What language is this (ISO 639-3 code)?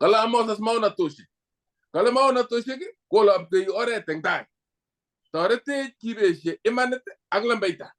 kln